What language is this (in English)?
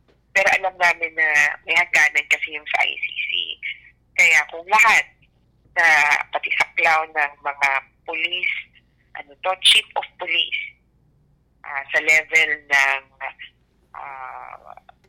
Filipino